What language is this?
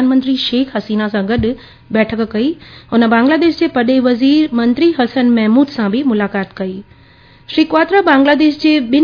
Sindhi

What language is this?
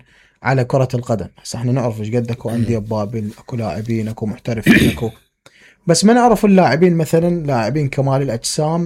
Mesopotamian Arabic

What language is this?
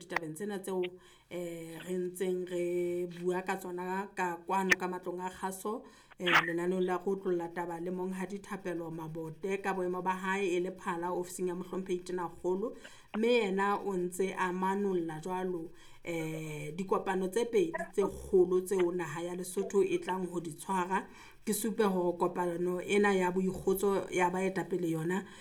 Southern Sotho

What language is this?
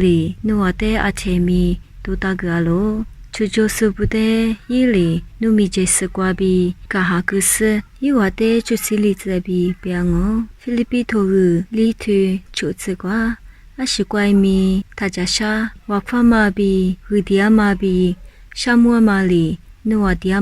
Lisu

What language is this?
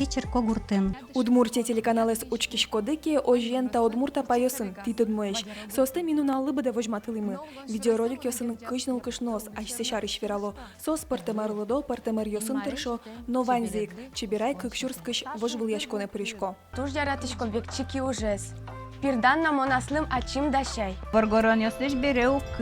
Udmurt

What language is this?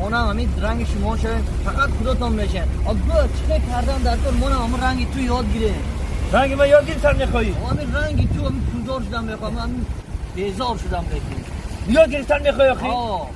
Tajik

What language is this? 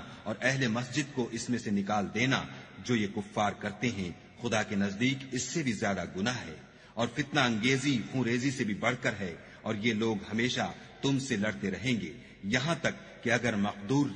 Urdu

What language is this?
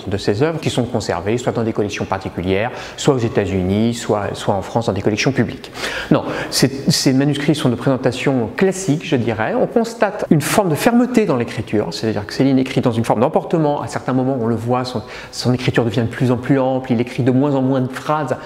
French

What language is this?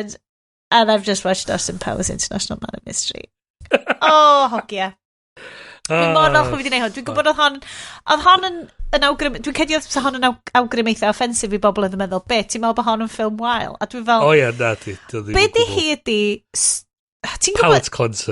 Welsh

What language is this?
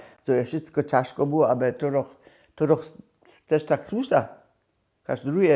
Upper Sorbian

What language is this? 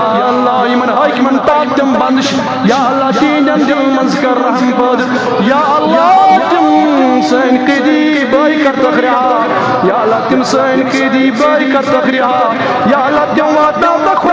Kashmiri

